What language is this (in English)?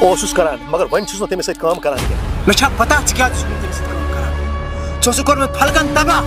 Kashmiri